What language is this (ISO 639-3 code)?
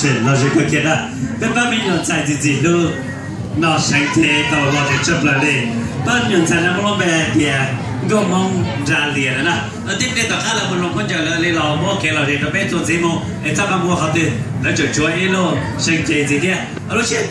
hmn